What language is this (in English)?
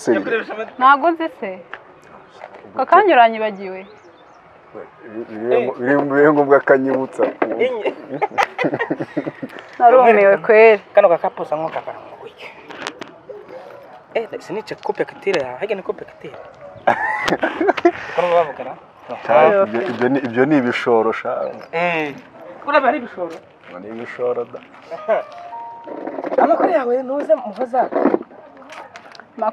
Kinyarwanda